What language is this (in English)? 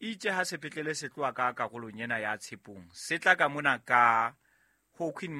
Southern Sotho